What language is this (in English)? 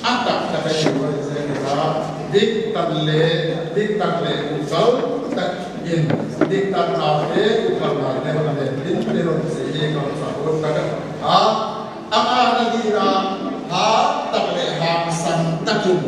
Paite Chin